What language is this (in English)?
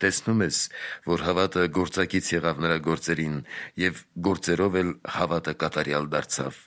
Armenian